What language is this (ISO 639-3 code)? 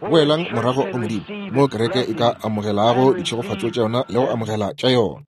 nso